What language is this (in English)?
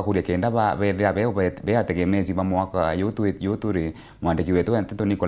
Meru